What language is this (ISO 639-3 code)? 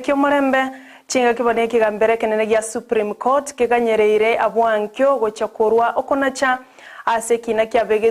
guz